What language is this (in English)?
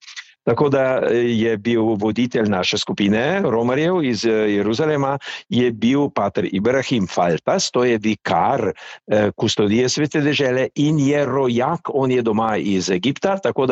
Slovenian